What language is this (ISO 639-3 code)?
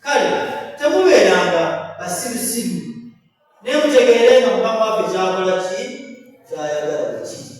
lug